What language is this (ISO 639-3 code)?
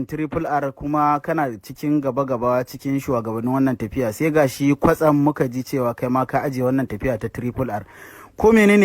hau